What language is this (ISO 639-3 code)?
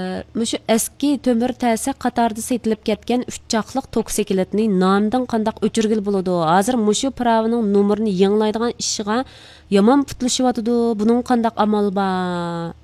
uig